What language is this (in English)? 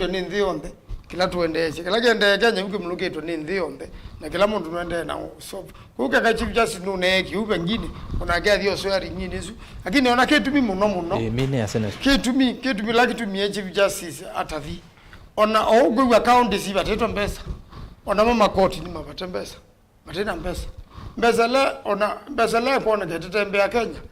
Kamba